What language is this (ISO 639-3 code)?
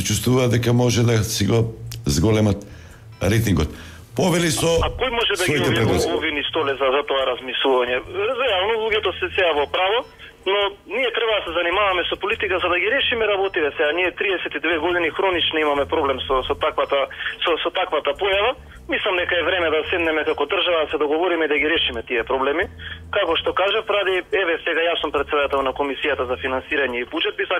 mkd